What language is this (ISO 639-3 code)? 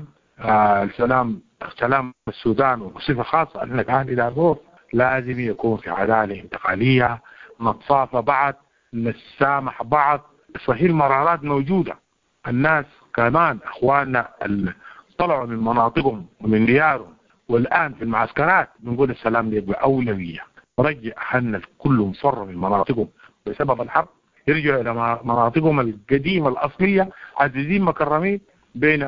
apd